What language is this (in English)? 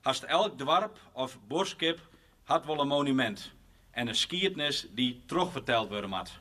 Western Frisian